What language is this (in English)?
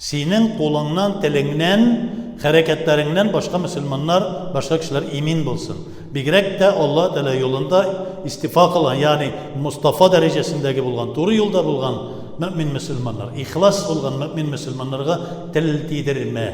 Tatar